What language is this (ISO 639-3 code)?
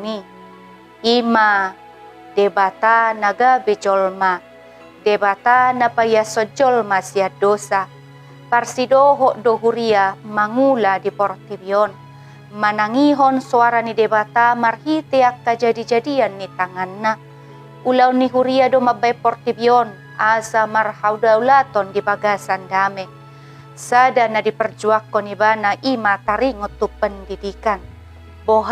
bbc